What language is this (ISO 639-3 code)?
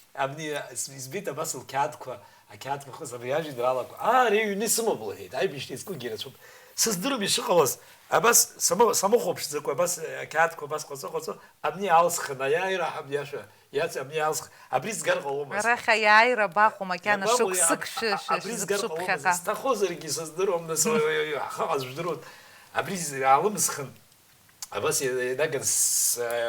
abk